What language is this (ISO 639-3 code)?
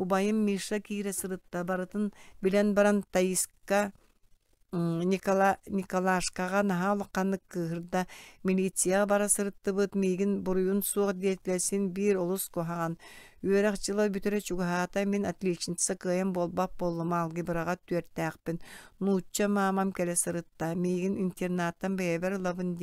sah